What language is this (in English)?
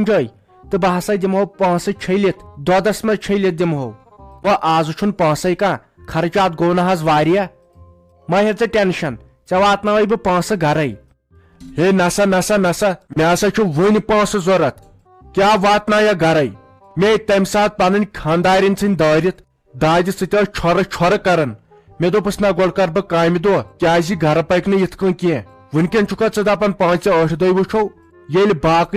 Kashmiri